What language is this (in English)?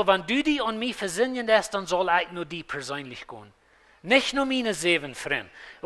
Plautdietsch